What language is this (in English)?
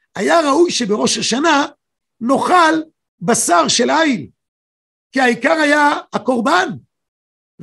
Hebrew